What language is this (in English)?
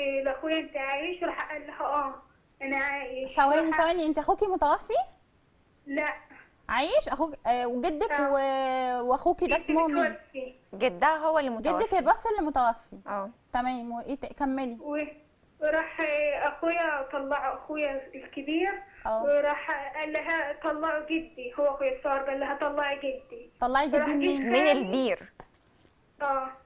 Egyptian Arabic